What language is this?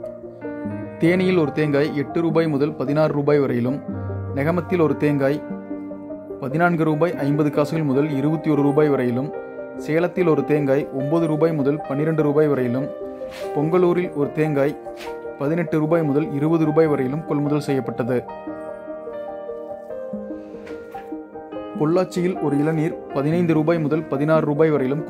Tamil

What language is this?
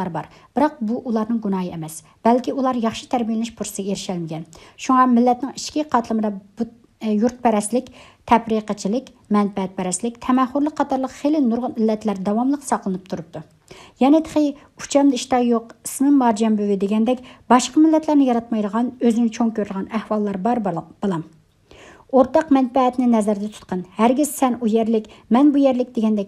Uyghur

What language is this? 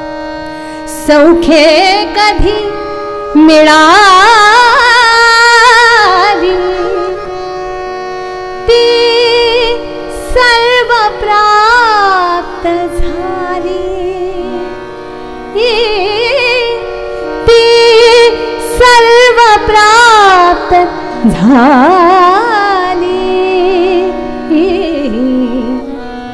Marathi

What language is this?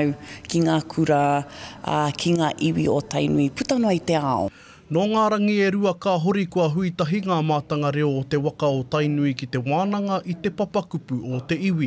Māori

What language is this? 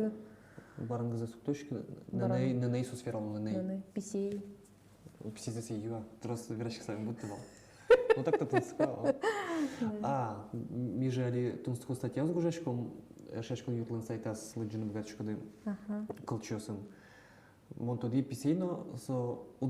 Udmurt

